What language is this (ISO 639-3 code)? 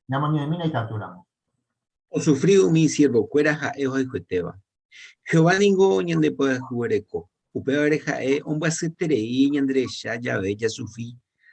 grn